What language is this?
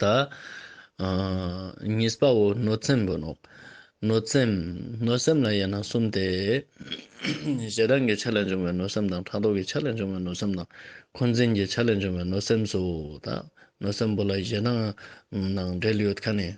Ladakhi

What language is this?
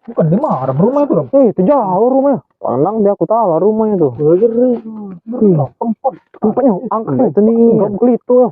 Musi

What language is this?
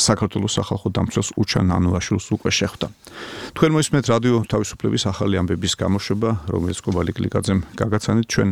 Georgian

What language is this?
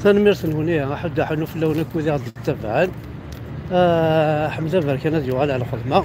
Kabyle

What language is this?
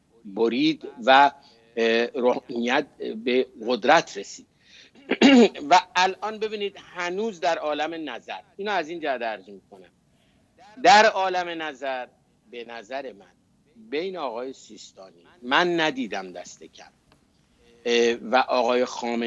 Persian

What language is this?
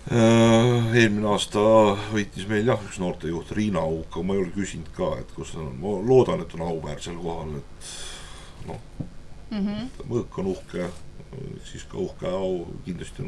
Estonian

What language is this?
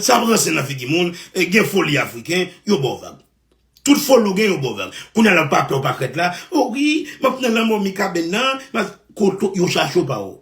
Haitian Creole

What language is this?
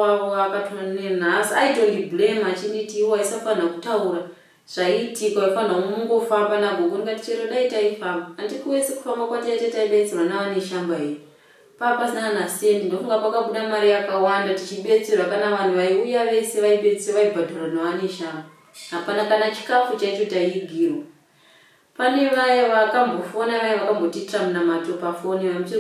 Shona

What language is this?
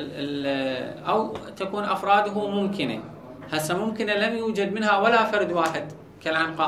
Mesopotamian Arabic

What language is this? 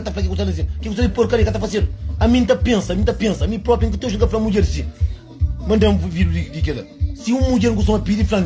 Kabuverdianu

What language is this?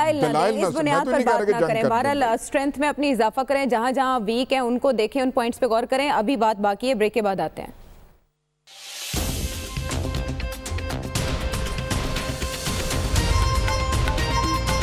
Urdu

